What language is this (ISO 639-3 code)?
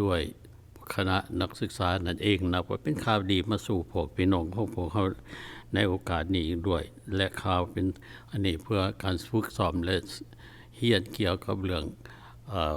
lao